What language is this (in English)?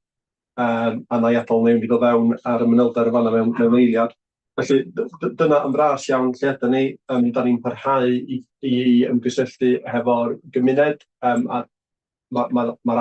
Welsh